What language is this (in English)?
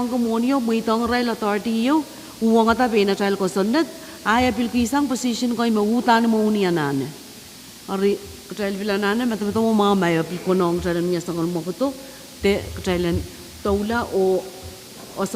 Pohnpeian